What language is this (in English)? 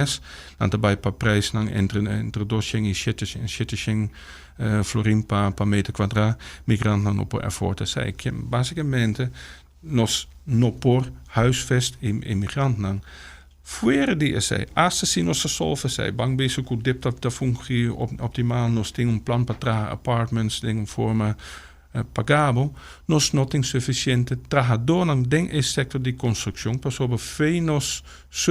Papiamento